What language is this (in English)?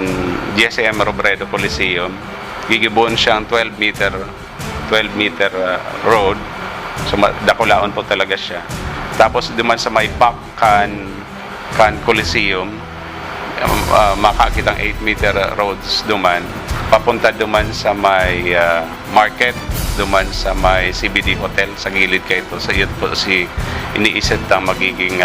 Bikol